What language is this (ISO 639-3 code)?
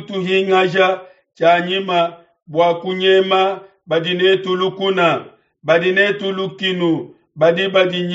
lua